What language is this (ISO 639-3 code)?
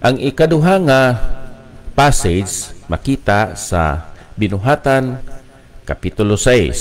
hil